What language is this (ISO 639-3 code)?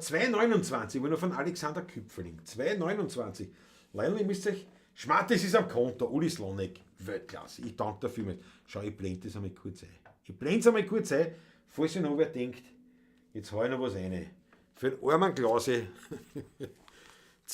bar